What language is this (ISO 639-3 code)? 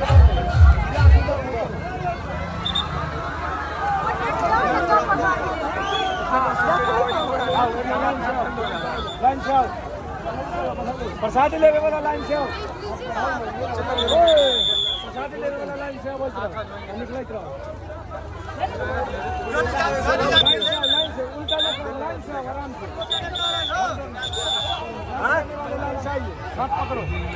bho